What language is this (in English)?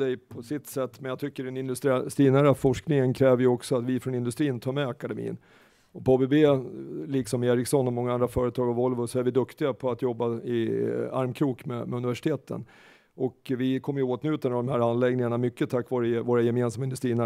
Swedish